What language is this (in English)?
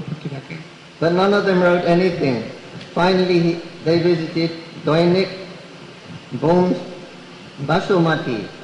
Bangla